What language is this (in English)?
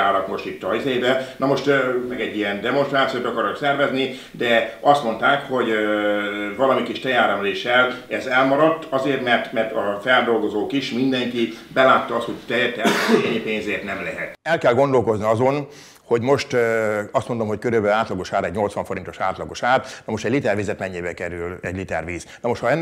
Hungarian